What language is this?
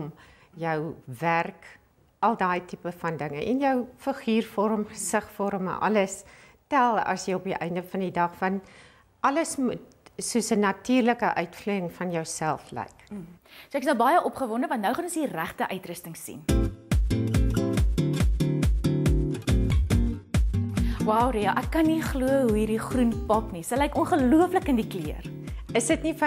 Afrikaans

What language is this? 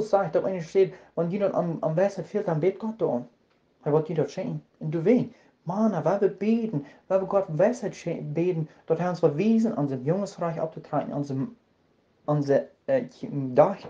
Plautdietsch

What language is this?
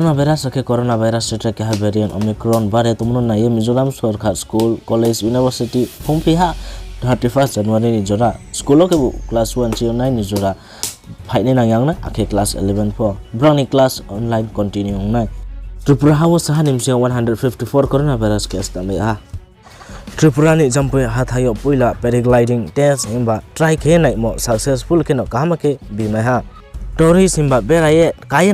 Riang (India)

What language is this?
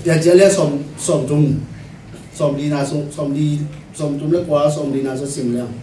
Tedim Chin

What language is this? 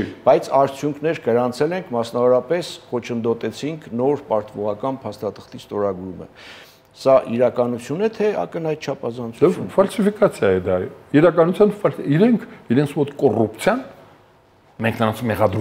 Armenian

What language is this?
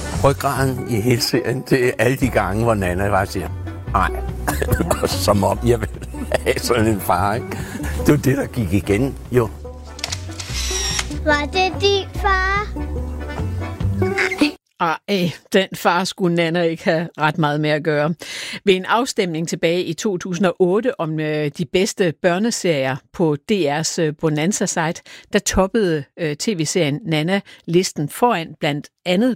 Danish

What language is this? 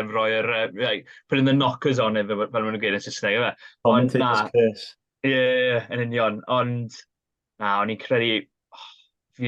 Welsh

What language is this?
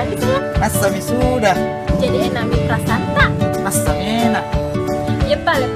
Makassar Malay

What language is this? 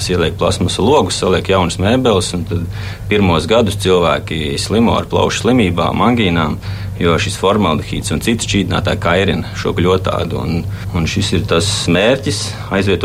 Latvian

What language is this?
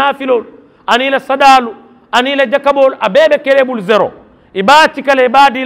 Mandingo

